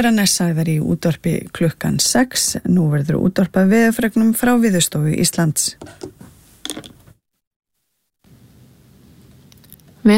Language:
Icelandic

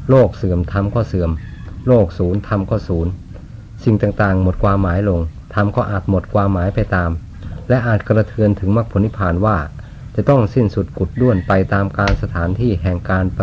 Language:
Thai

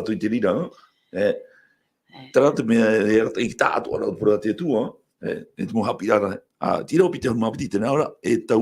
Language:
Tahitian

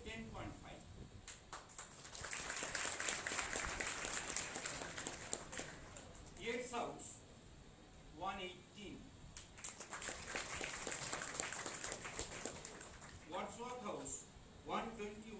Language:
English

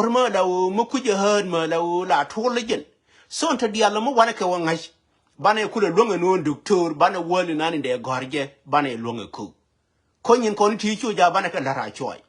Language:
Nuer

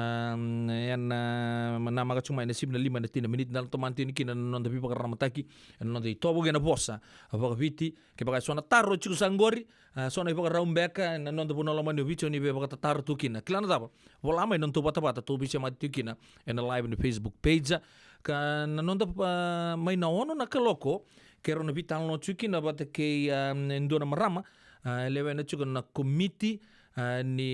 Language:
Fijian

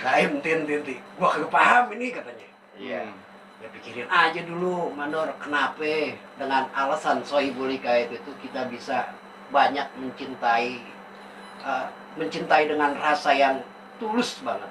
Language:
Betawi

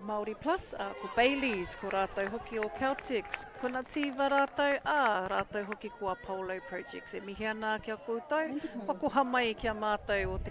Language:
Māori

